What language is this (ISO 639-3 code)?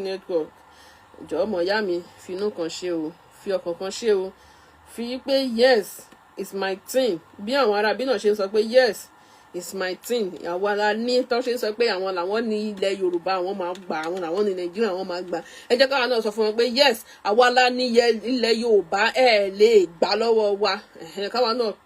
yor